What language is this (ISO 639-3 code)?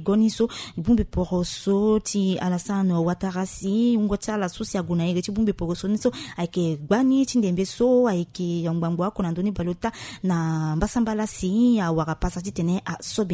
sag